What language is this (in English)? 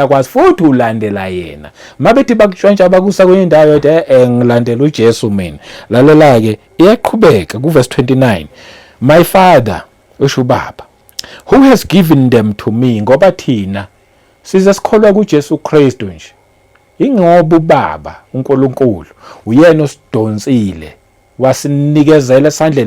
Zulu